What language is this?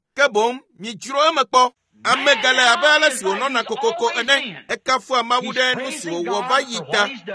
Ewe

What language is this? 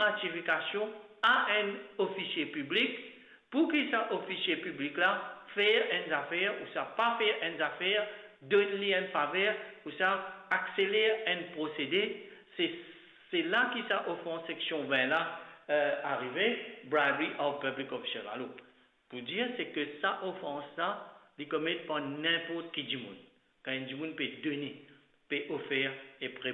Morisyen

